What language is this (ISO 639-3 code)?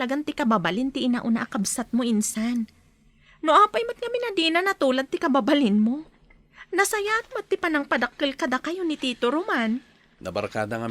ilo